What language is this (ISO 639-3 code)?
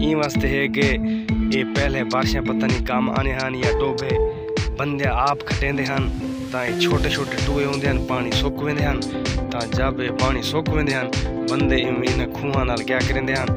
skr